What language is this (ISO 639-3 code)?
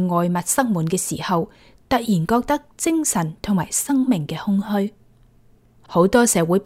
yue